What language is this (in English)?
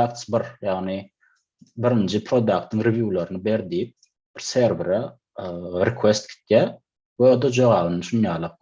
Turkmen